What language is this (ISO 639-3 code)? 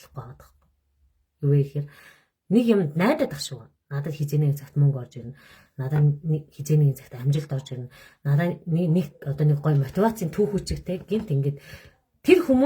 mon